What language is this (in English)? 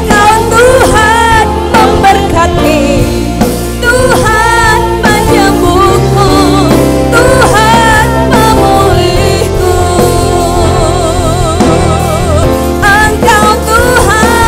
Indonesian